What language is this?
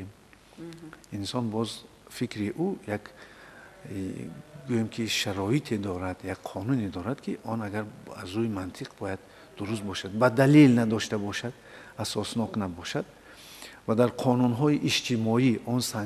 Tajik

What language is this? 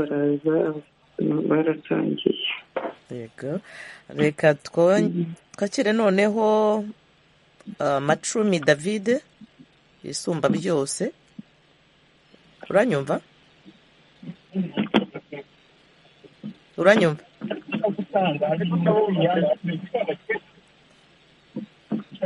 Kinyarwanda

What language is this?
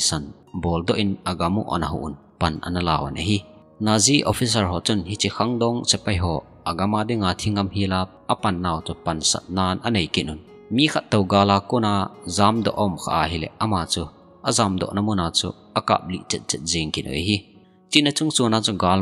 Thado Chin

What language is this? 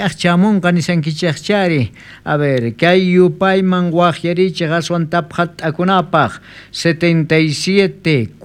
South Bolivian Quechua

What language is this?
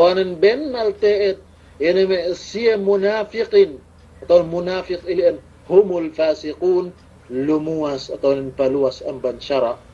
Yakan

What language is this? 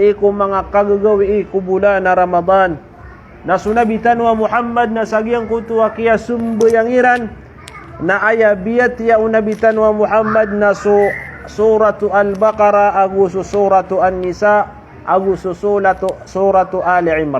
Maranao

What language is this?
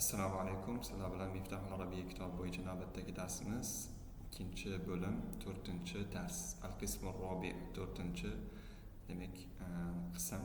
Uzbek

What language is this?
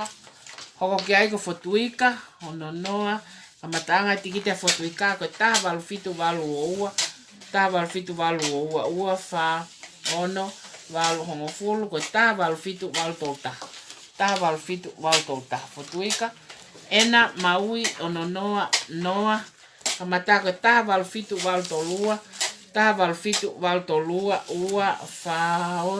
Tongan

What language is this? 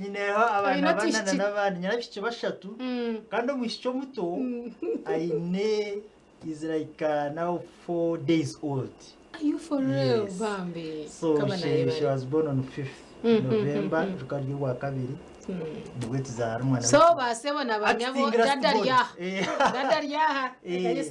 Nyankole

